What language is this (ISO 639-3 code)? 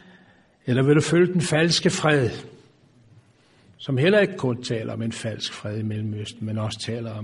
dan